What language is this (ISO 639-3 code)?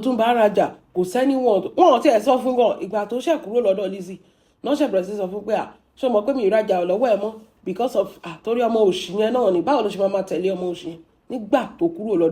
yor